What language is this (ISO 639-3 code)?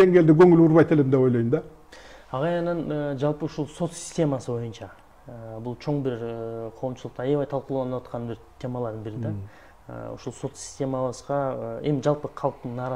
kir